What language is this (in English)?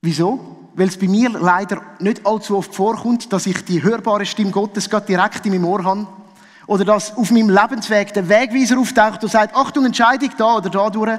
Swiss German